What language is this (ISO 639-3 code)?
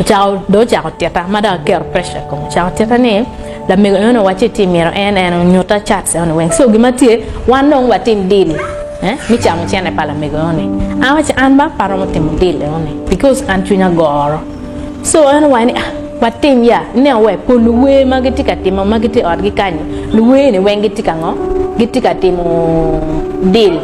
ach